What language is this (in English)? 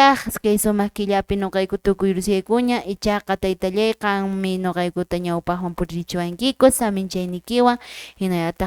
Quechua